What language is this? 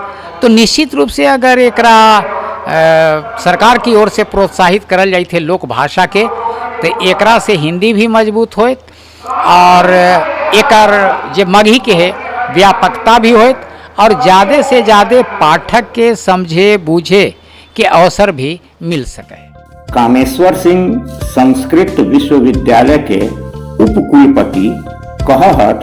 Magahi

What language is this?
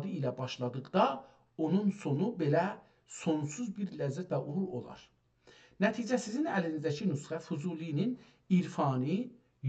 South Azerbaijani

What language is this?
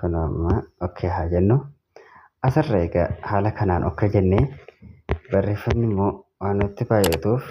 Oromo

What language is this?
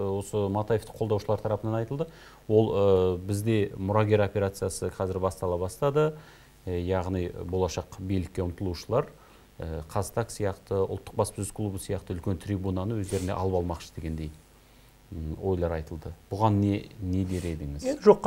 Kazakh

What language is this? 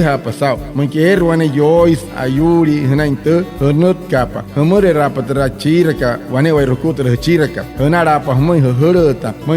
Wayuu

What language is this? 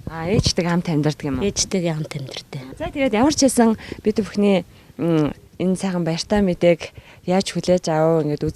Mongolian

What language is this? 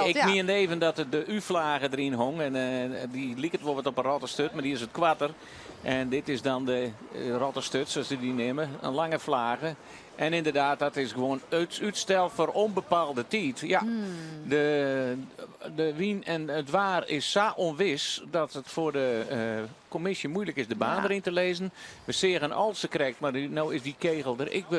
Western Frisian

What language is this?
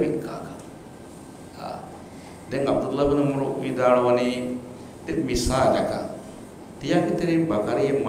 Divehi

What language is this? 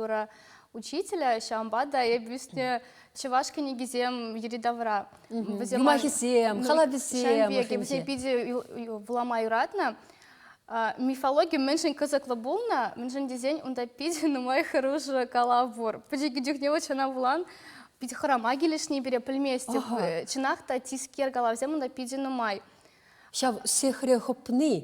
Chuvash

